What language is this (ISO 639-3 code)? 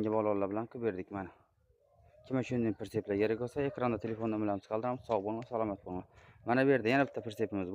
uzb